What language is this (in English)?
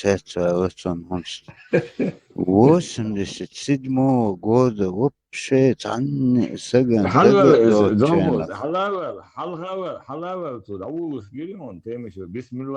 Chechen